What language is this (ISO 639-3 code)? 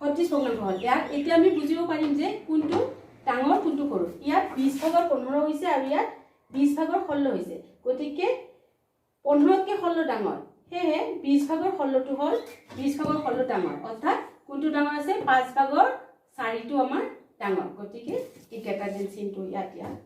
asm